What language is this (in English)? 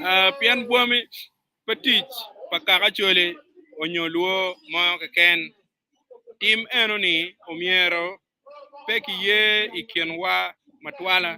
Acoli